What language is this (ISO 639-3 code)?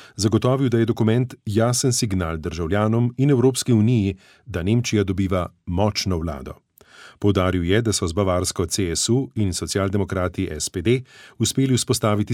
slv